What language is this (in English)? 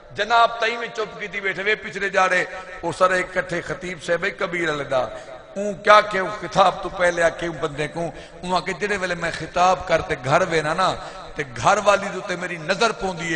Saraiki